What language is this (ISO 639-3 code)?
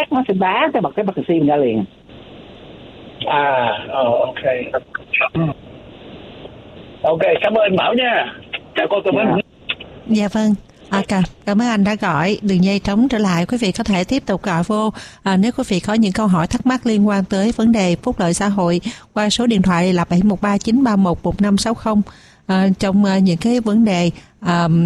vie